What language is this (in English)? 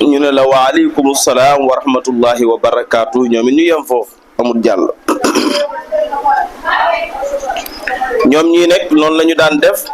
Wolof